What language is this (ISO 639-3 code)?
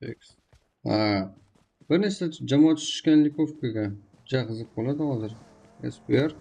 kaa